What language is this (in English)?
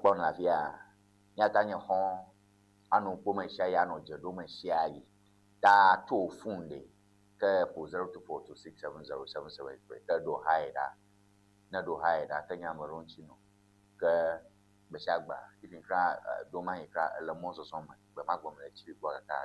Ewe